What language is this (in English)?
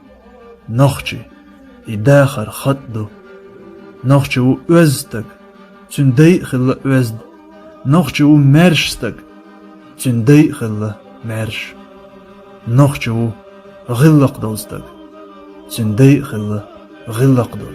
Chechen